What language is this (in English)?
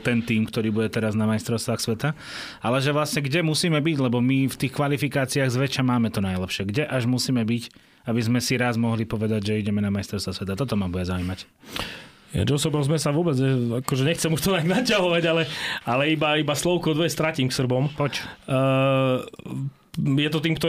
Slovak